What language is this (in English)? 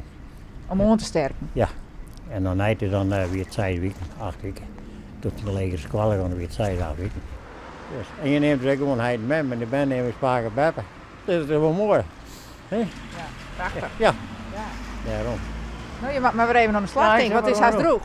Western Frisian